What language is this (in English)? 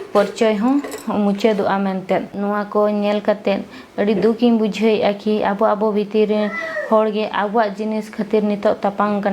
Santali